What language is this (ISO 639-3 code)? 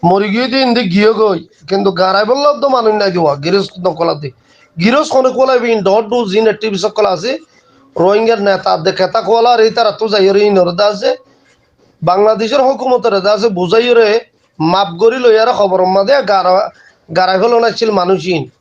rhg